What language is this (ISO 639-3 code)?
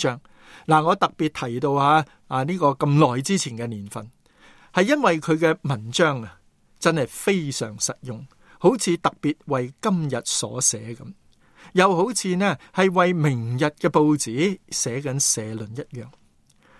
yue